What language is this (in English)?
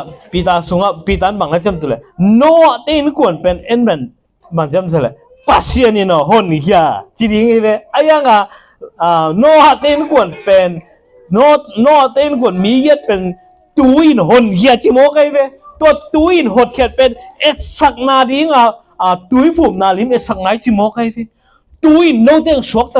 Tedim Chin